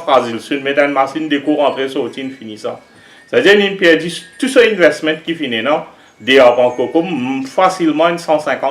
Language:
Morisyen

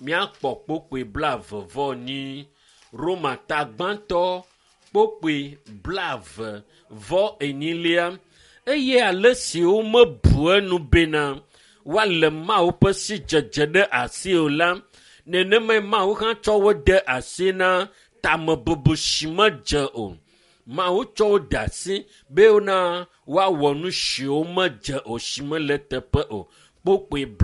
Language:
Ewe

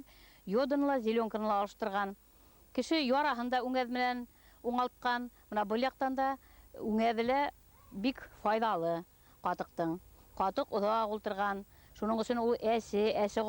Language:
Bashkir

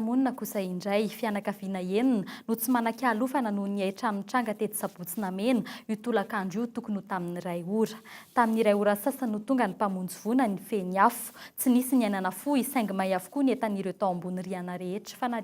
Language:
Malagasy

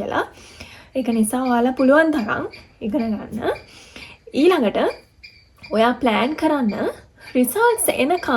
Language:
Sinhala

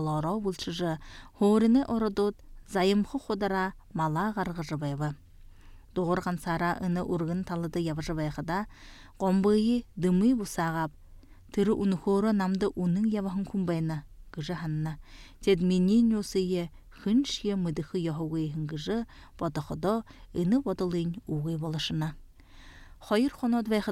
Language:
Buriat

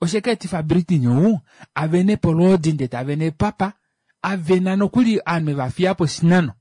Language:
Kuanyama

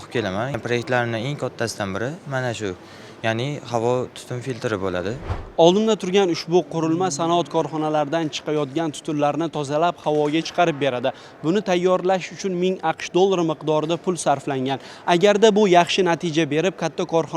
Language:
Uzbek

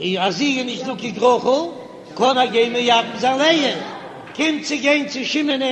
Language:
Yiddish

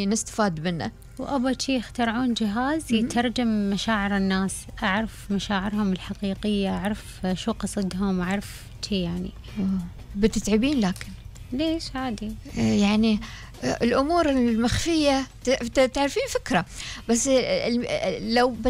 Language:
Gulf Arabic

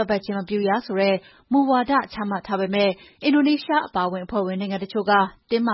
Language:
Burmese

